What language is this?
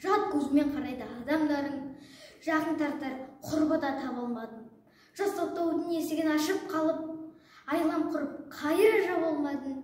Kazakh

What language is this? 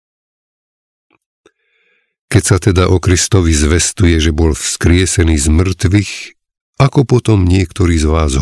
Slovak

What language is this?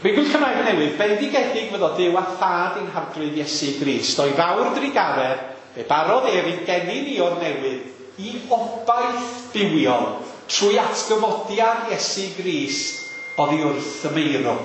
Welsh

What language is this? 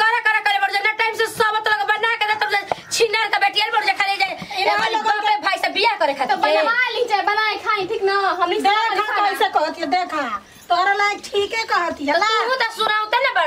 Bhojpuri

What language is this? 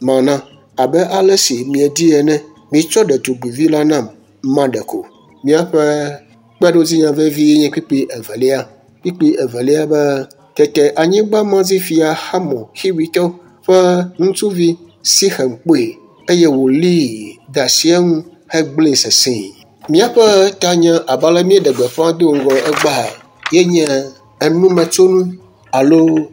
Ewe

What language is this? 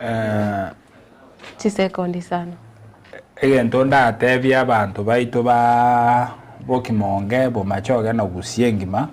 Gusii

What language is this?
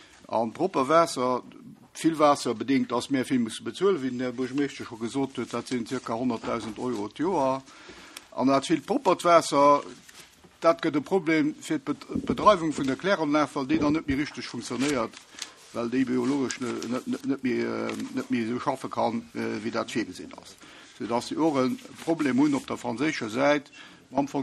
Luxembourgish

